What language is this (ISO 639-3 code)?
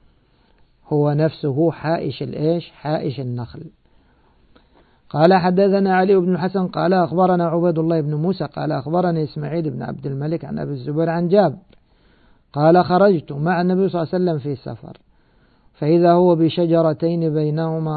ara